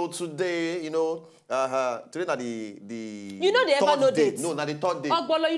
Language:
Nigerian Pidgin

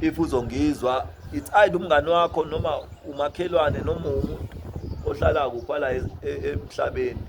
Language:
Zulu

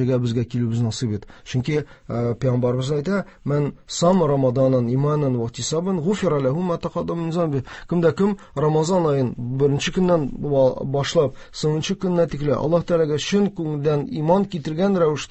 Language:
Tatar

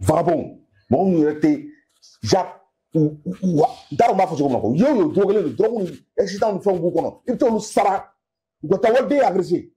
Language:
Bambara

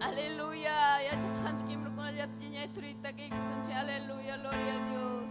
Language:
Ayacucho Quechua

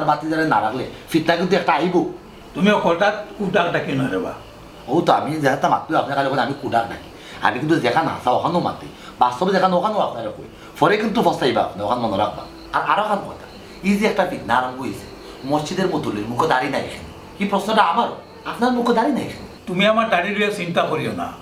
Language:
Sylheti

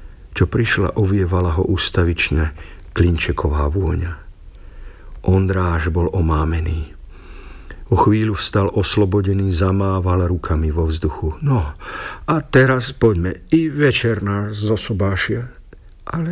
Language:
Slovak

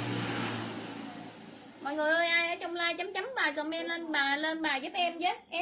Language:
Vietnamese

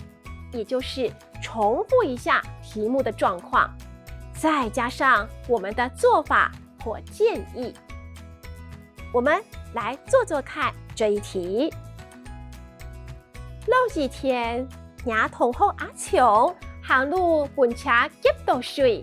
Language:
Hakka Chinese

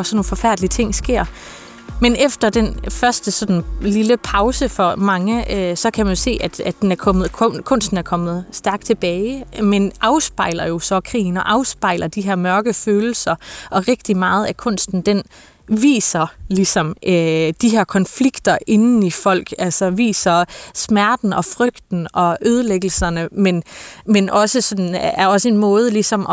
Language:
Danish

